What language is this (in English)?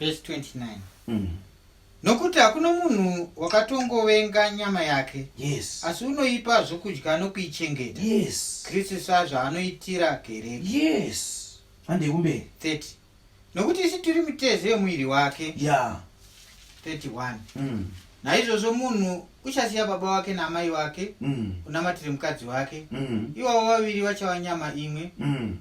Shona